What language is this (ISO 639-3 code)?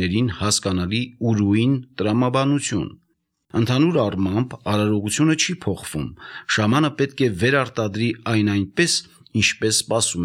hye